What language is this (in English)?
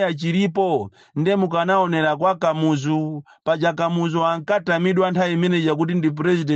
Nyanja